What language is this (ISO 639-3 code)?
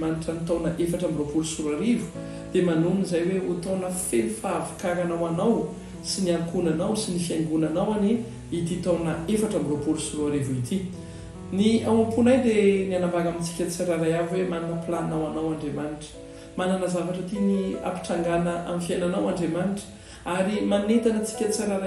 mlg